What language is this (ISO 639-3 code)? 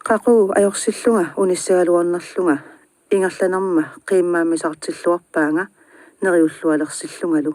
kal